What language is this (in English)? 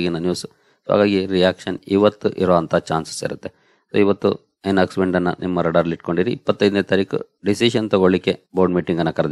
Kannada